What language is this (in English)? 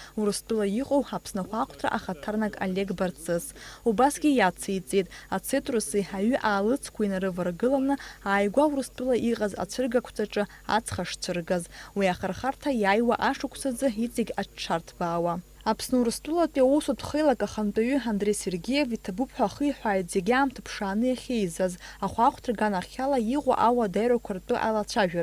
Abkhazian